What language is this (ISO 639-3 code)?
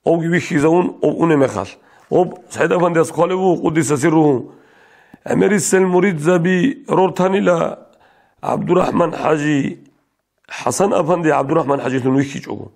ava